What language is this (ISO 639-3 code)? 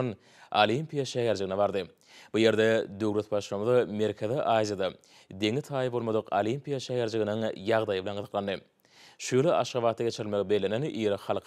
tuk